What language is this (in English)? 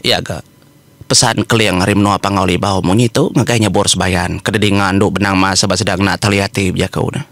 Iban